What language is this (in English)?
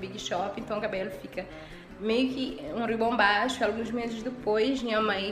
Kabuverdianu